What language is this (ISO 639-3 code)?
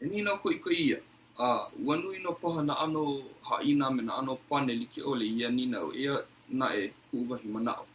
haw